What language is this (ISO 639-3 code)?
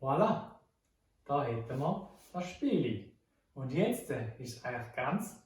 gsw